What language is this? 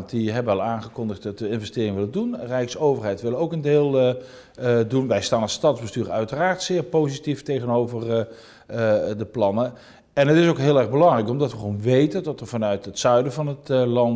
Dutch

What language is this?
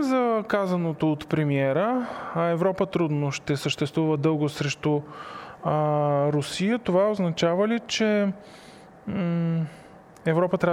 Bulgarian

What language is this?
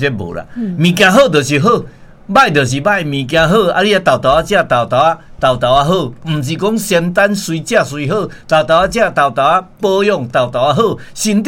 Min Nan Chinese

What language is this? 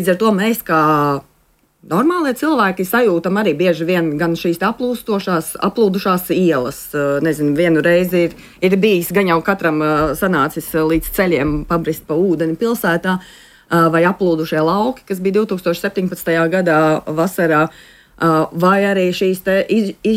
Latvian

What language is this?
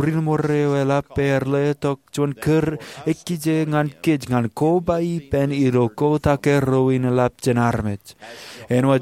Marshallese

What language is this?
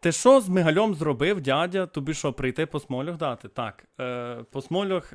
Rusyn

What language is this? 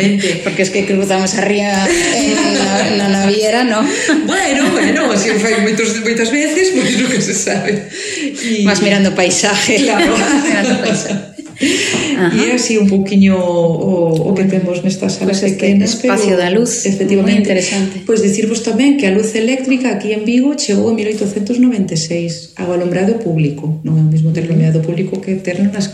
Galician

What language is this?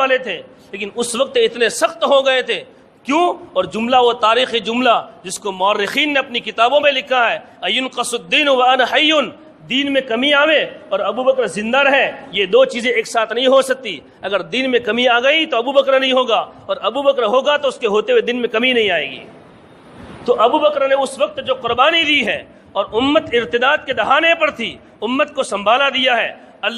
Urdu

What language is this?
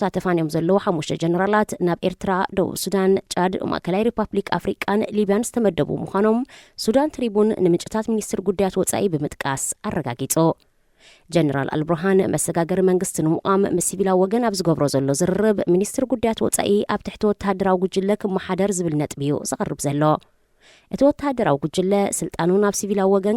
Tigrinya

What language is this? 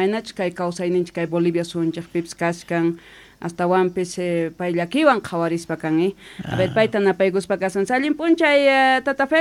South Bolivian Quechua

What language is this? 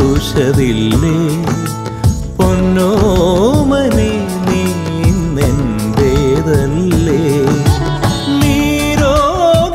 Malayalam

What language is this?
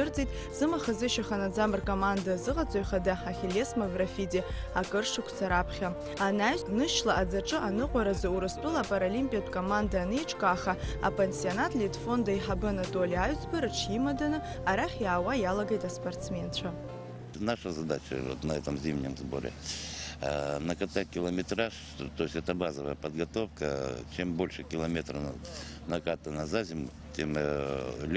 Abkhazian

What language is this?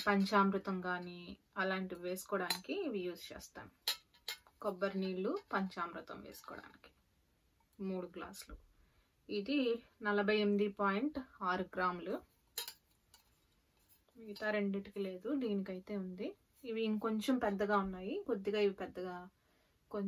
Telugu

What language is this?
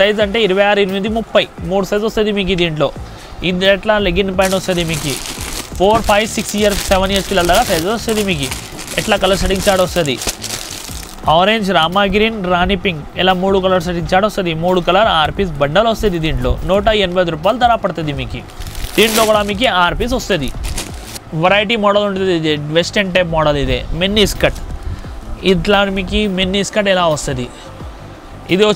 Telugu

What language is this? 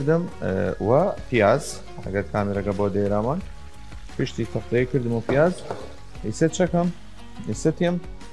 Southern Kurdish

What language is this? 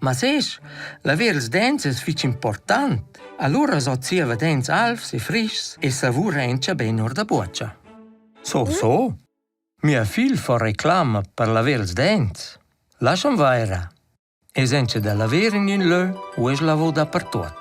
Romansh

